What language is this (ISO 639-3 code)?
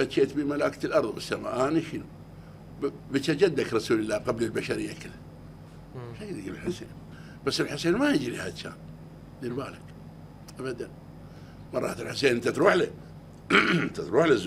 acm